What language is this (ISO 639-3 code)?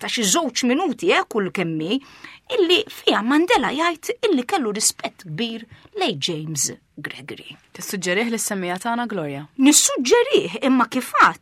mlt